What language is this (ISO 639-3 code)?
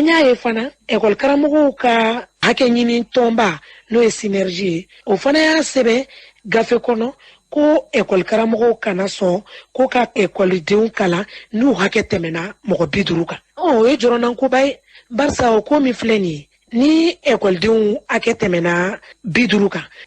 bam